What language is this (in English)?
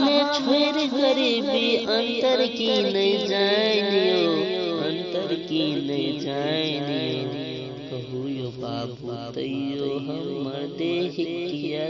Maithili